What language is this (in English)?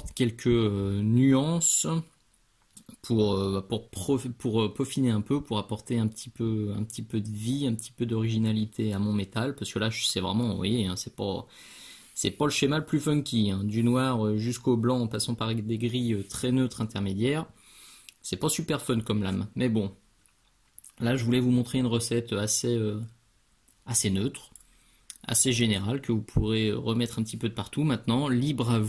French